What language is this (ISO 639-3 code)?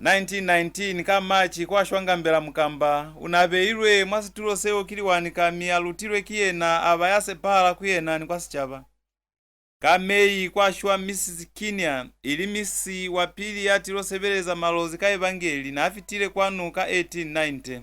loz